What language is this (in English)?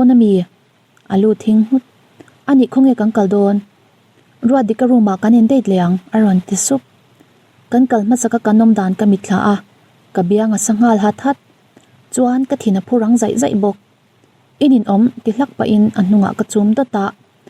Mizo